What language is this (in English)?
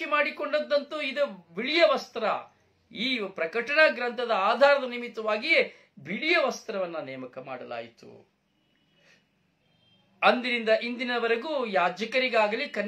Kannada